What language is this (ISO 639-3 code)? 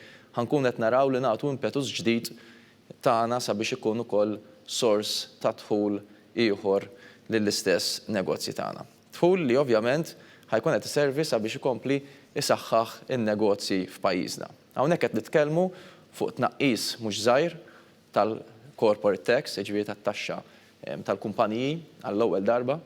mlt